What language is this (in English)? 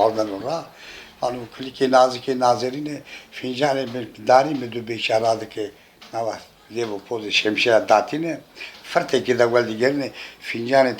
Zaza